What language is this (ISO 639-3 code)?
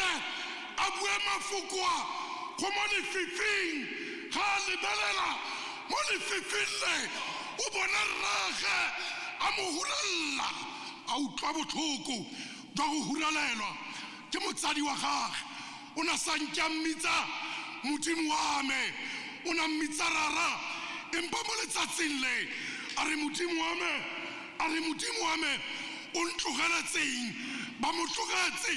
tsn